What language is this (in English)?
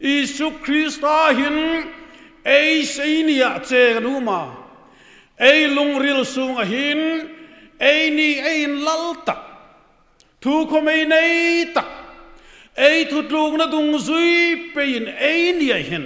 Hmar